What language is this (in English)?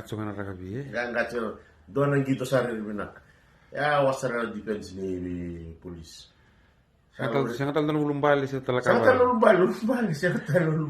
Fijian